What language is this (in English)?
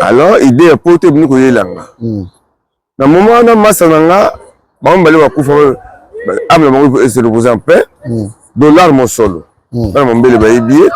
Lingala